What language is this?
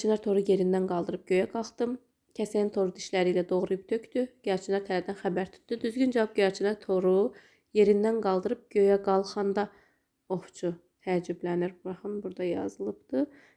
Azerbaijani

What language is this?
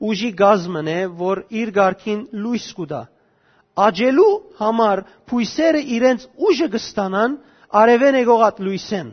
Western Armenian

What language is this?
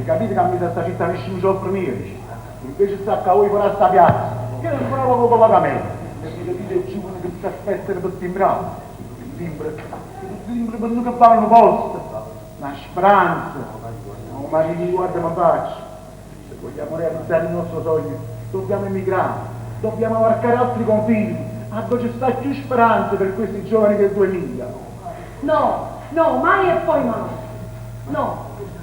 Neapolitan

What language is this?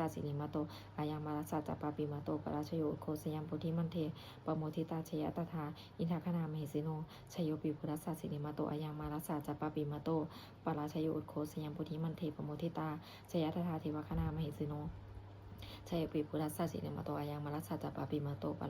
Pali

